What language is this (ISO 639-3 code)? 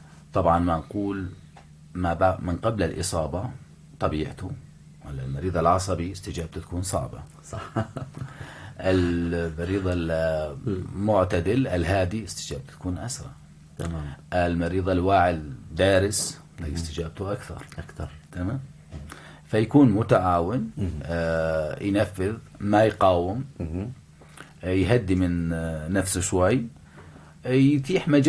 apc